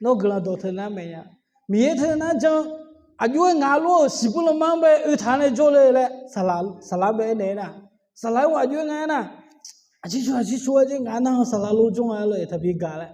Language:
Akha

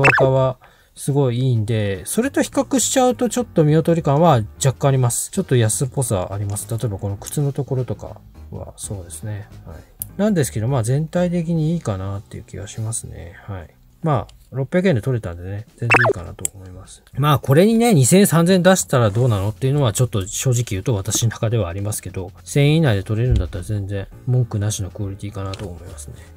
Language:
Japanese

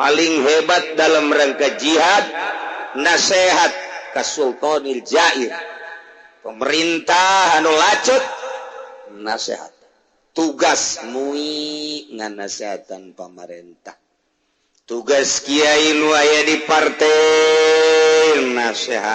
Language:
Sundanese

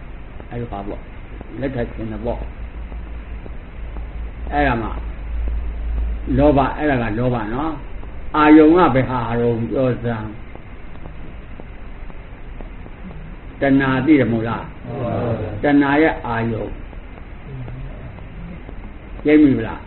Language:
Burmese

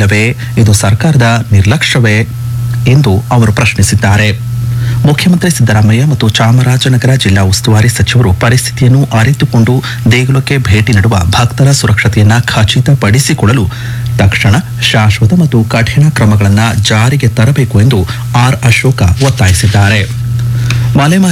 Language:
Kannada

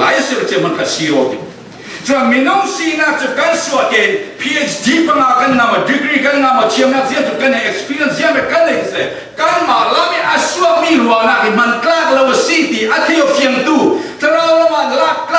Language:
Falam Chin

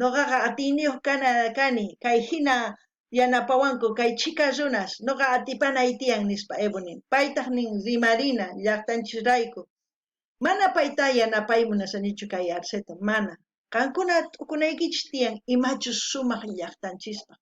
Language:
South Bolivian Quechua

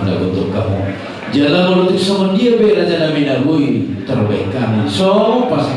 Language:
Batak Toba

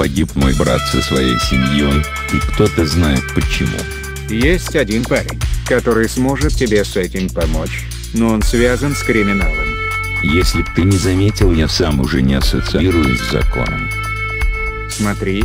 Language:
Russian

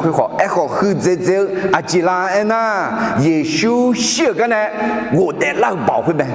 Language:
Akha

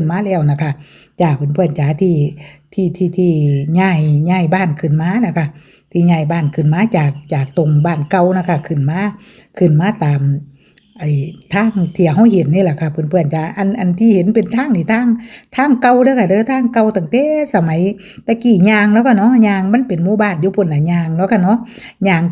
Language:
Northeastern Thai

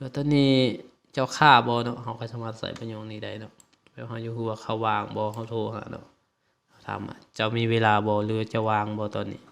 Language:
Lao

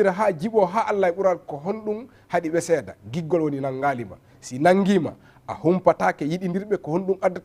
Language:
Fula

